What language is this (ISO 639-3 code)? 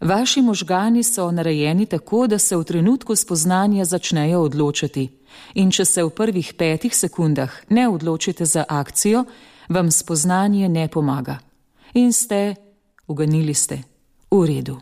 slv